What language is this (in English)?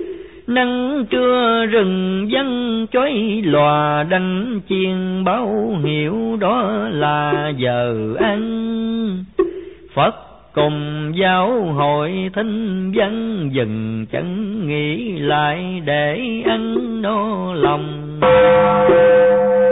Vietnamese